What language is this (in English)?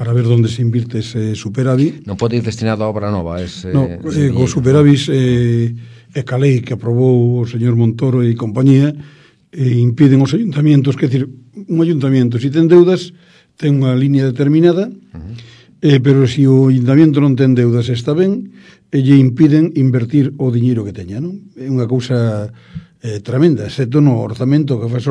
Galician